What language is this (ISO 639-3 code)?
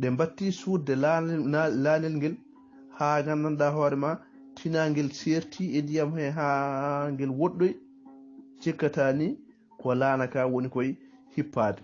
ful